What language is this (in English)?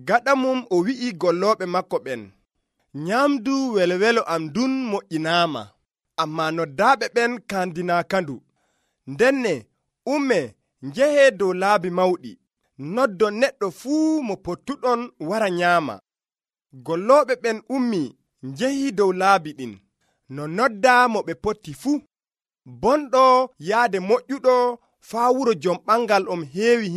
Nigerian Fulfulde